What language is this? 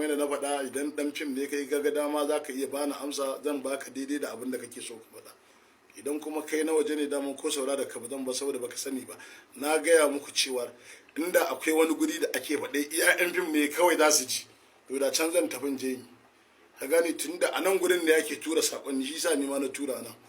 Hausa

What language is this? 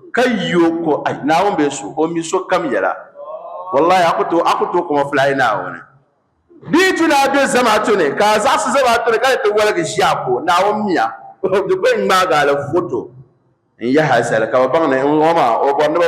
Dagbani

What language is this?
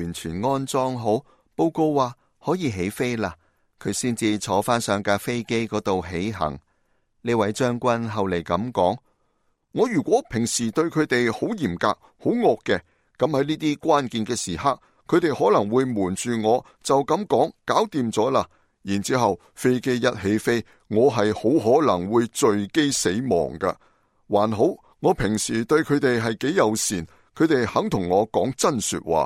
Cantonese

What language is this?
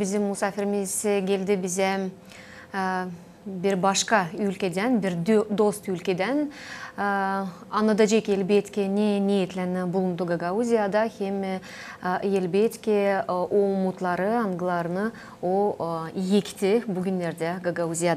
Gagauz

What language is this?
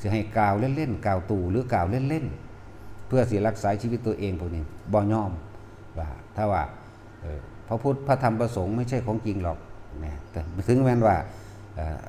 Northeastern Thai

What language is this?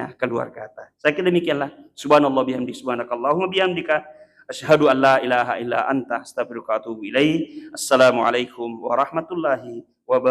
Buginese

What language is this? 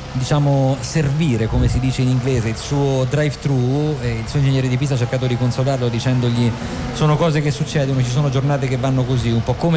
Italian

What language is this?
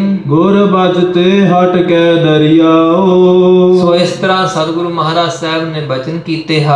Punjabi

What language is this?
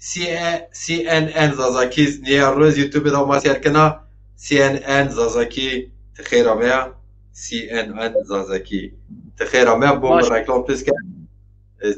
Zaza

